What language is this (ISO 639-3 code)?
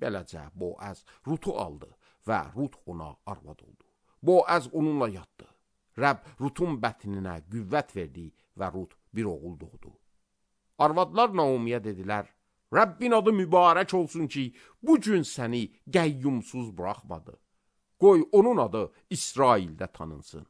aze